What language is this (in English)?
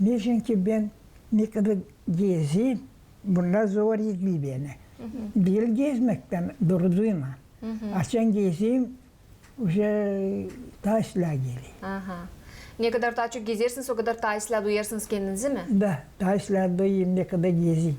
Gagauz